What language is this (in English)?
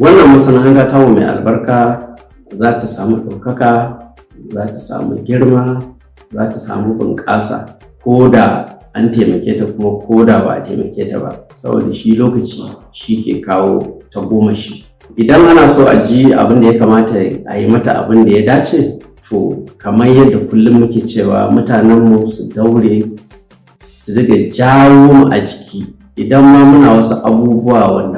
Hausa